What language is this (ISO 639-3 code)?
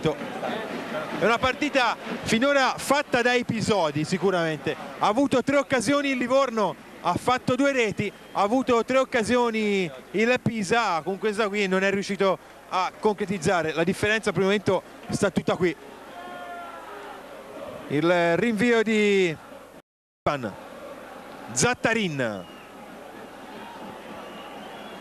ita